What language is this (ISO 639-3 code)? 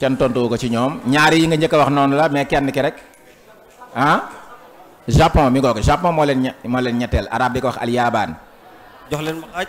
wol